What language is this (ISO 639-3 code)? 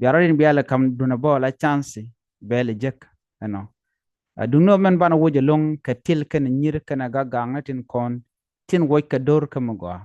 nus